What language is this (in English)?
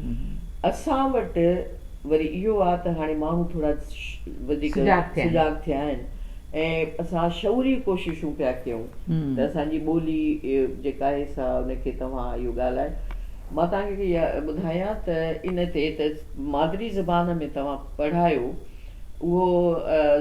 Sindhi